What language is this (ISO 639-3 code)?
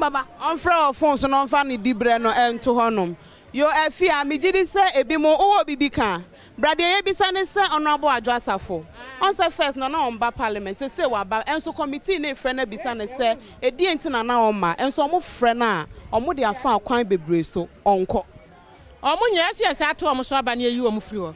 aka